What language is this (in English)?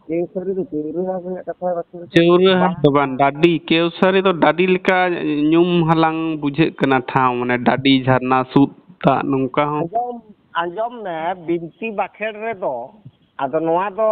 Santali